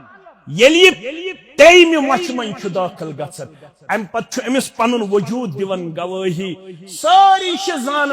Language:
Kashmiri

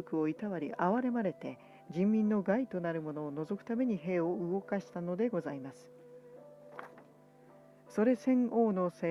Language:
Japanese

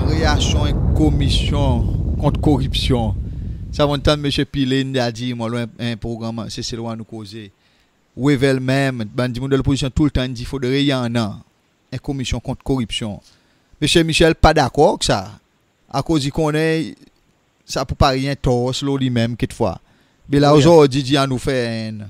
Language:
Seselwa Creole French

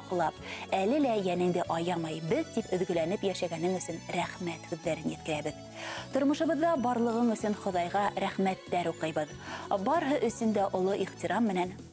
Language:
Bashkir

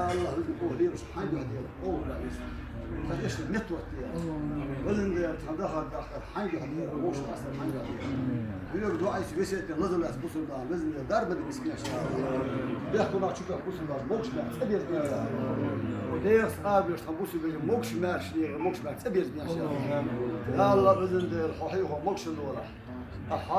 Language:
Chechen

